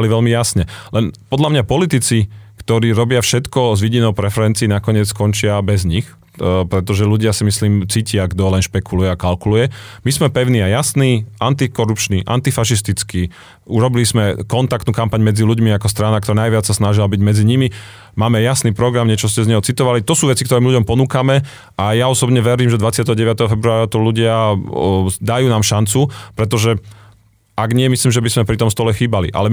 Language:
Slovak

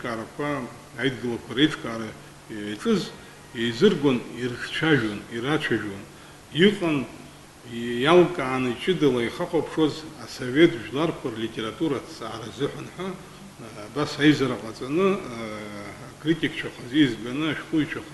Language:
Abkhazian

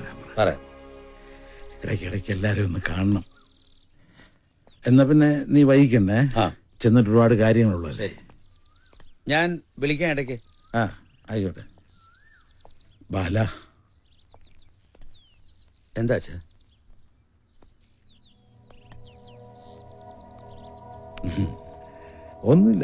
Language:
Malayalam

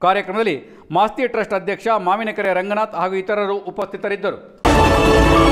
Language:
Kannada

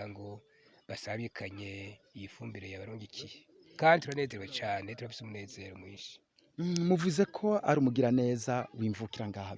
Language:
Rundi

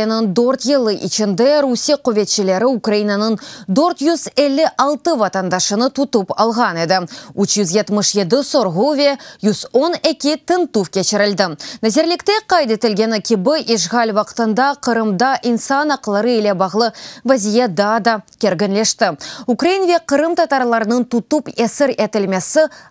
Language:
Crimean Tatar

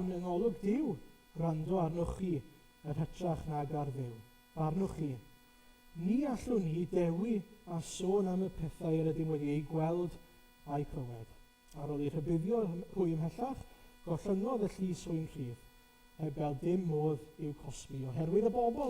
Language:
Welsh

